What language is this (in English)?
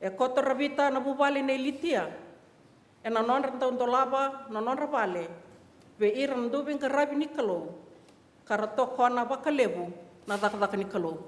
Fijian